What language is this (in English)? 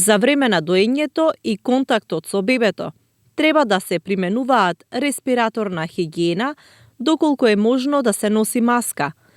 Macedonian